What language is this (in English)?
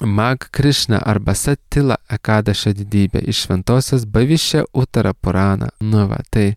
Lithuanian